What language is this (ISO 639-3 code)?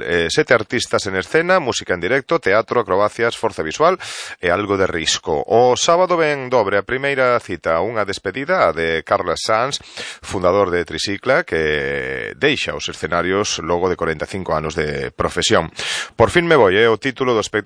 glg